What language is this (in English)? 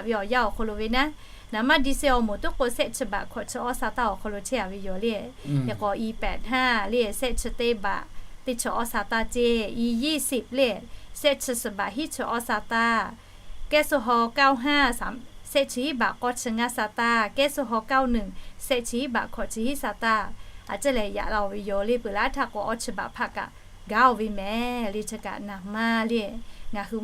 Lahu